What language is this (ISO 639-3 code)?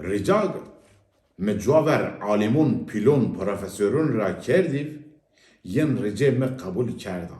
zza